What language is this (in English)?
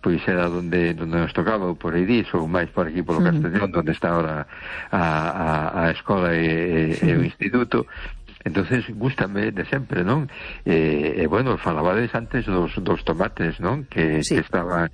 Galician